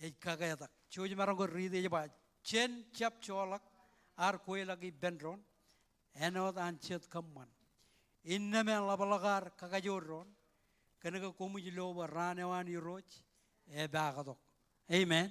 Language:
Marshallese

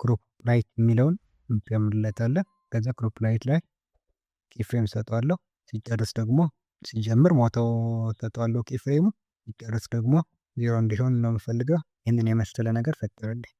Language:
Amharic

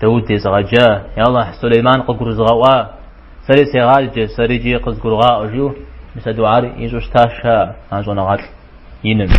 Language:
Kabardian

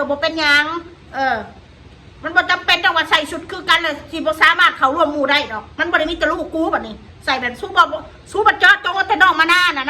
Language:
Northeastern Thai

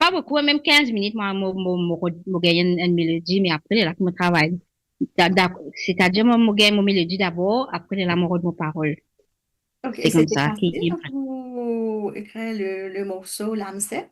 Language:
Morisyen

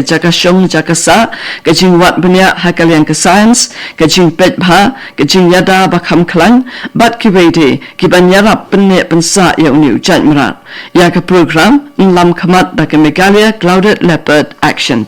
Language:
Khasi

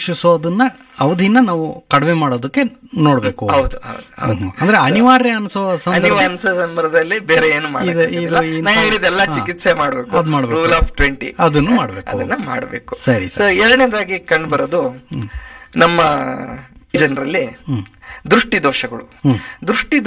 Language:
Kannada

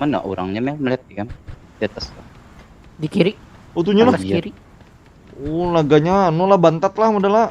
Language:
Banjar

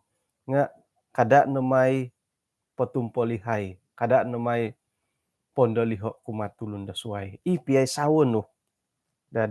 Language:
Central Dusun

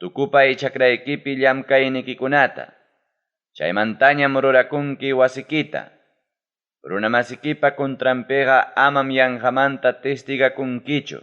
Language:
Ayacucho Quechua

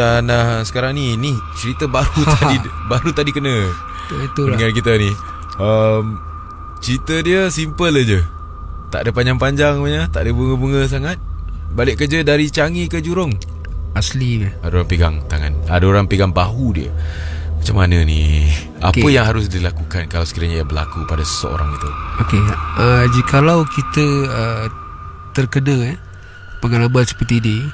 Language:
Malay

